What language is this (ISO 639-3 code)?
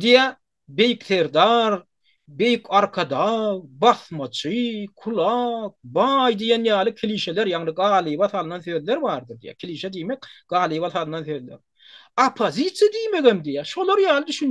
tuk